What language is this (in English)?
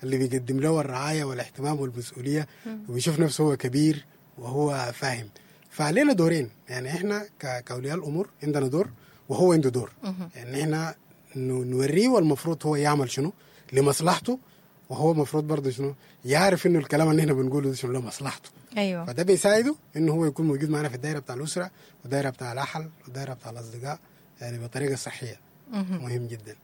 Sudanese Arabic